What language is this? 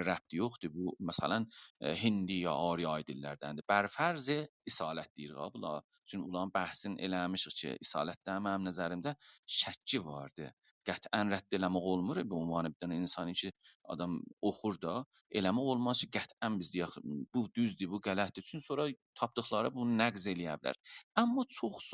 South Azerbaijani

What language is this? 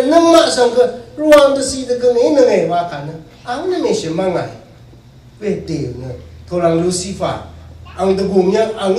Rawang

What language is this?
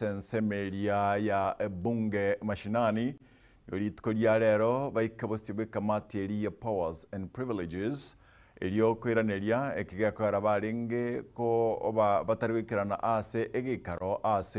Gusii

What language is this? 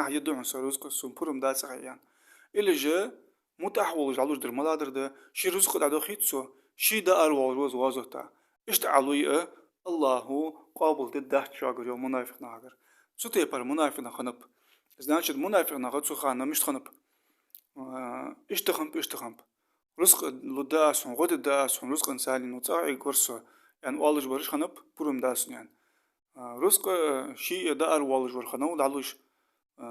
Ingush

